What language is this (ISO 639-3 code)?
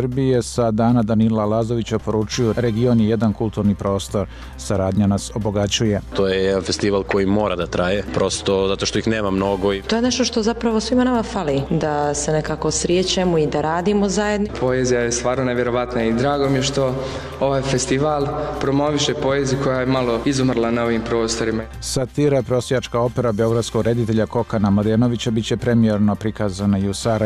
bos